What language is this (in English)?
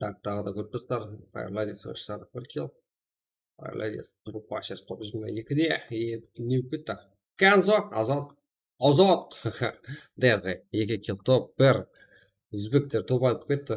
Kara-Kalpak